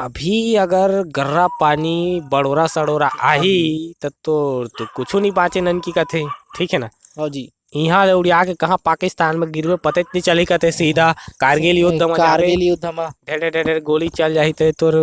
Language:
Chhattisgarhi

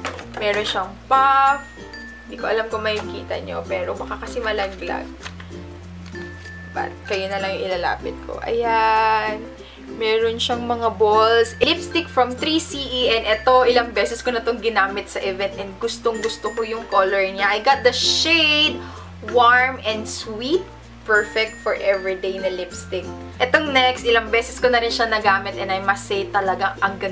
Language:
Filipino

